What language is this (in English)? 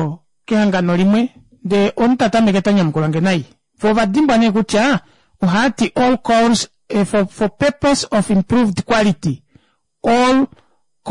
Kuanyama